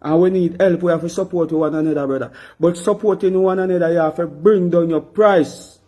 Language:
Jamaican Creole English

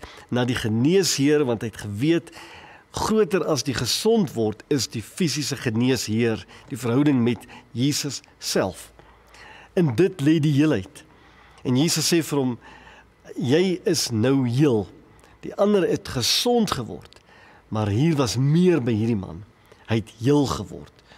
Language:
Afrikaans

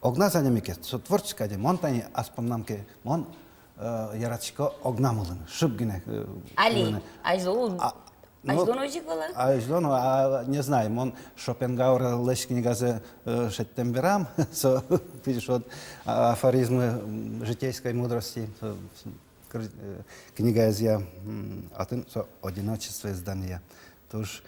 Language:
Udmurt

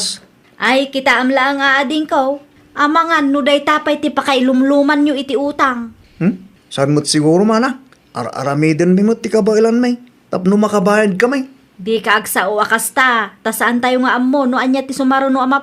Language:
Iloko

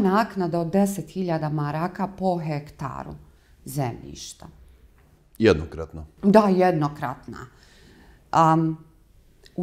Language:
Bosnian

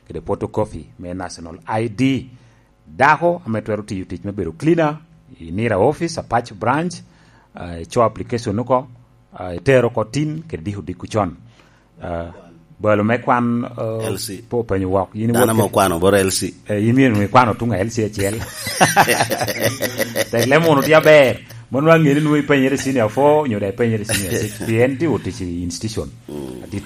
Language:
Lango (Uganda)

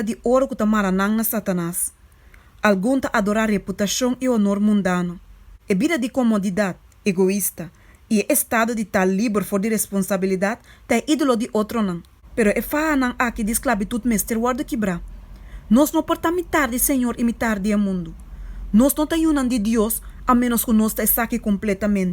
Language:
Papiamento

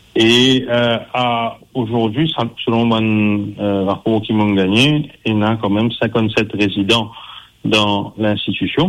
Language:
Morisyen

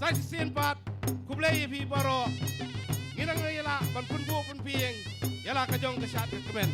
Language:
Khasi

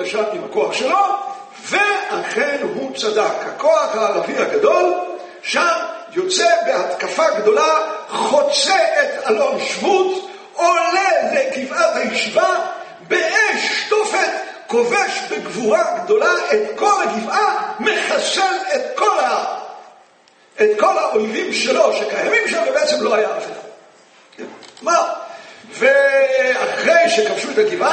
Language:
Hebrew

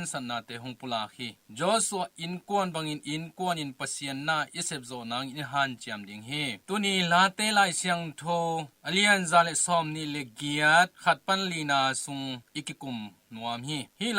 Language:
Tedim Chin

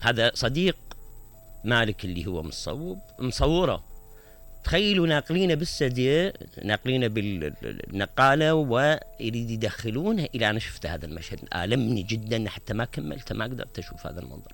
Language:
Mesopotamian Arabic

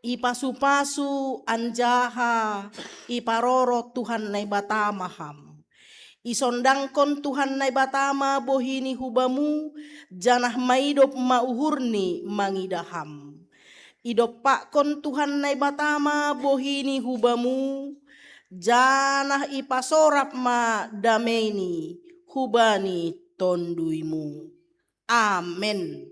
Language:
Batak Simalungun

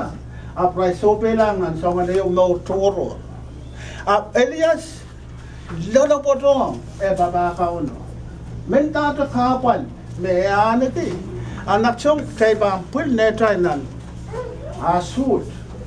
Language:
Pohnpeian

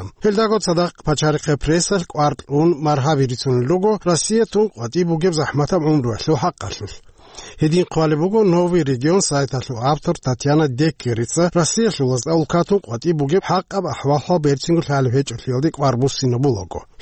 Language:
Avaric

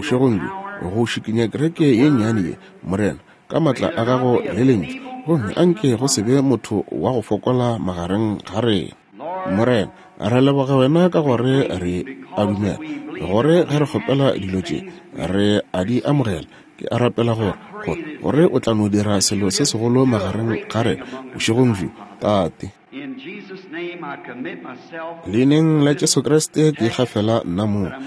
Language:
Northern Sotho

